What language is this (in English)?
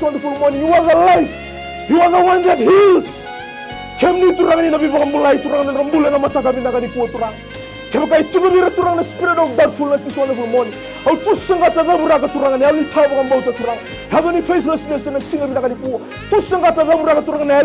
Fijian